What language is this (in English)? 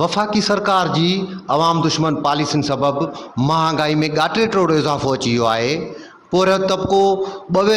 Sindhi